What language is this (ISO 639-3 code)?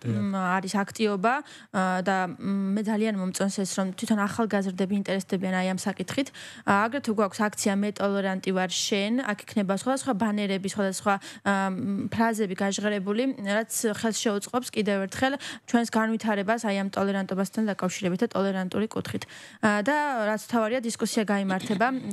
kat